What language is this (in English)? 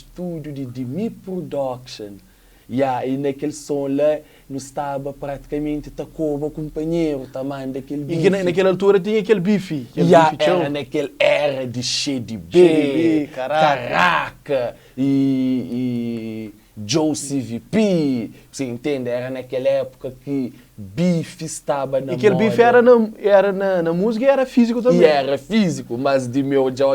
Kabuverdianu